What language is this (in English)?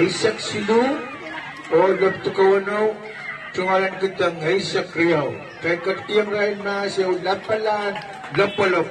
Pohnpeian